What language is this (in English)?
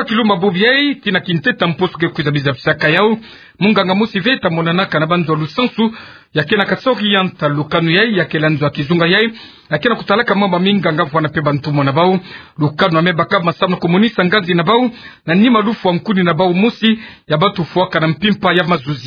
Kituba (Democratic Republic of Congo)